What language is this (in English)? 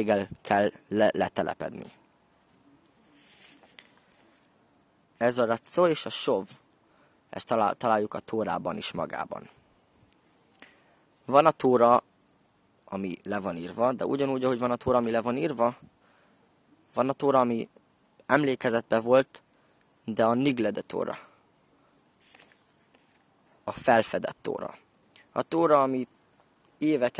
Hungarian